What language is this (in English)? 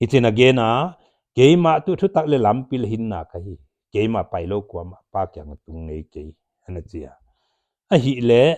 Paite Chin